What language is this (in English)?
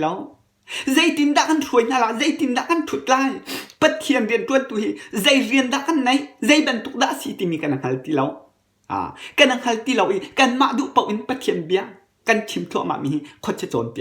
Hakha Chin